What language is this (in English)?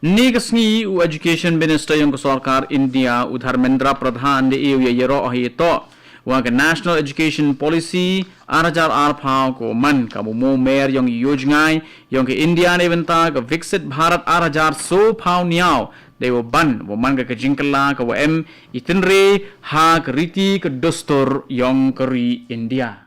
Khasi